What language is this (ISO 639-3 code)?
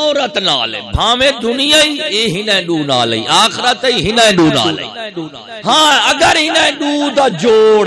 skr